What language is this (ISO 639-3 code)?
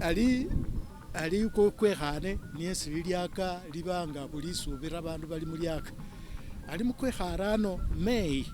myx